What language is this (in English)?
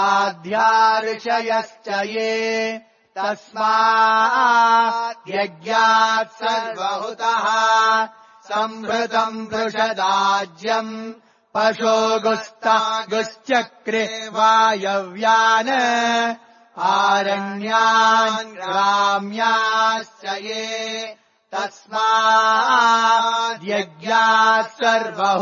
Sanskrit